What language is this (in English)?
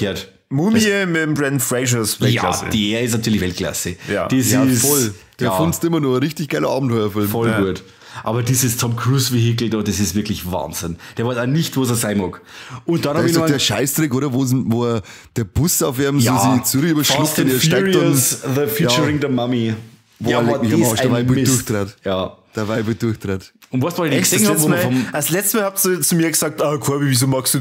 Bavarian